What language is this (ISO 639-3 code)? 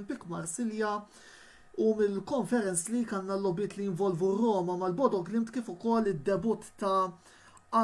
mlt